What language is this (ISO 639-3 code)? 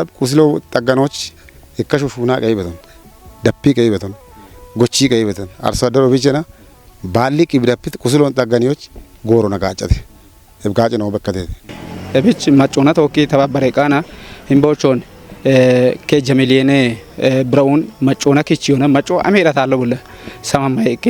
kbr